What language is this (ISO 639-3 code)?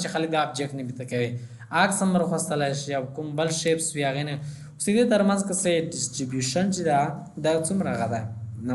pus